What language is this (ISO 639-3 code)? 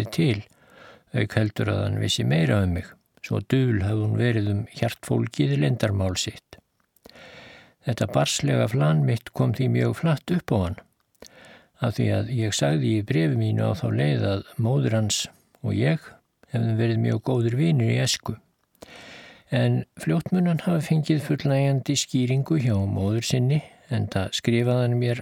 isl